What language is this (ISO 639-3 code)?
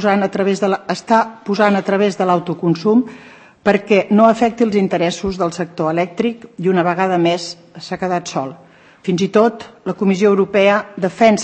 cat